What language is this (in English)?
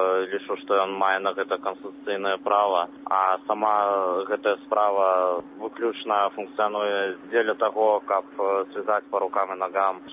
Belarusian